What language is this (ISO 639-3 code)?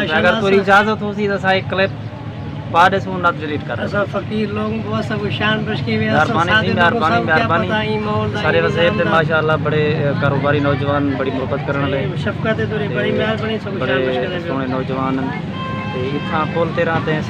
skr